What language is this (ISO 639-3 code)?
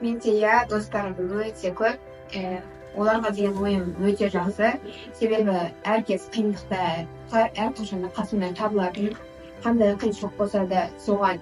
kaz